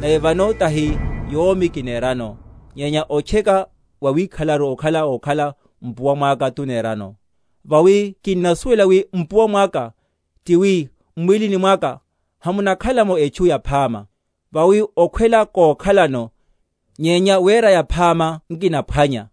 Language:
Makhuwa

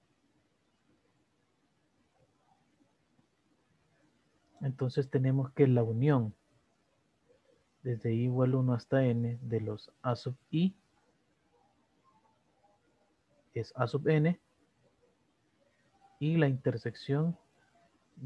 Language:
Spanish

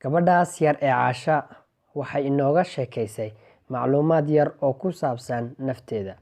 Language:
Somali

